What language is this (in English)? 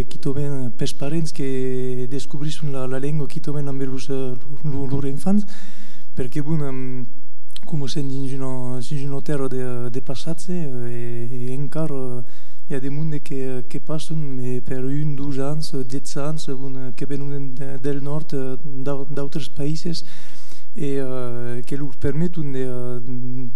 Occitan